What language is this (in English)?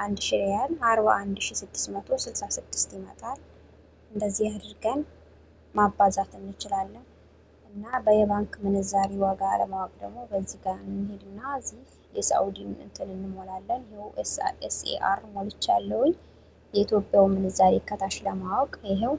Amharic